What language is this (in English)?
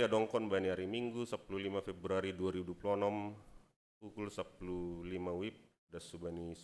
Batak Simalungun